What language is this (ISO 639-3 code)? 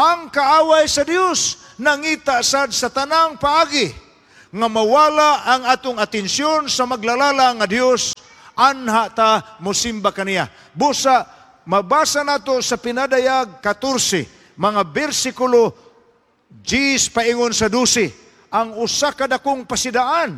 ceb